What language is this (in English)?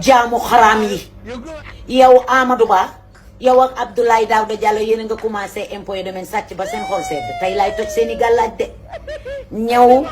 Wolof